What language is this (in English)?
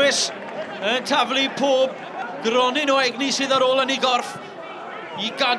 Welsh